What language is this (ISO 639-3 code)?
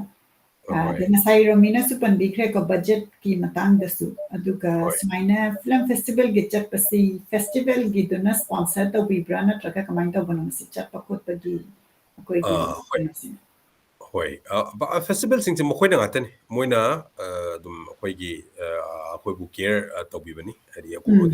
mni